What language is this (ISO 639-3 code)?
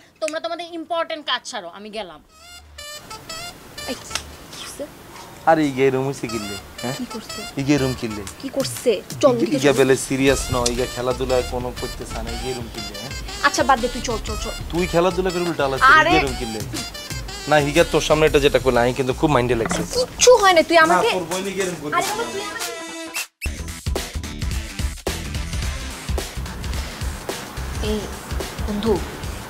ben